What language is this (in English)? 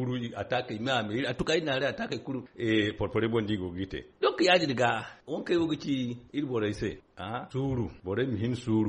Zarma